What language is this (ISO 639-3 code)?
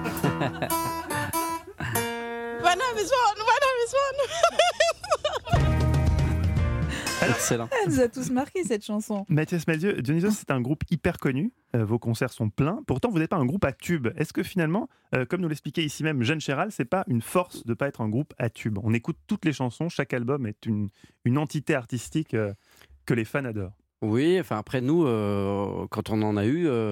fra